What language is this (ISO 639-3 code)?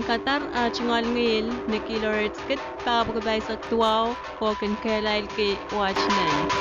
pon